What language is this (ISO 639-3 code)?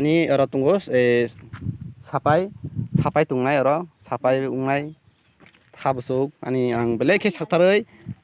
trp